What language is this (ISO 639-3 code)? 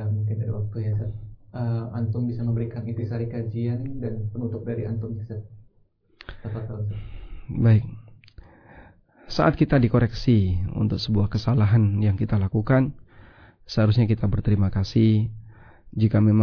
ind